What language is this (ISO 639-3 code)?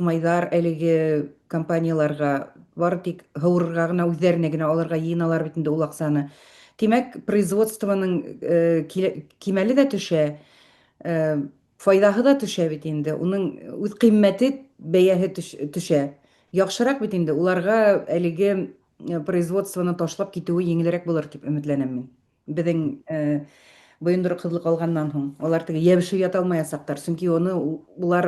bak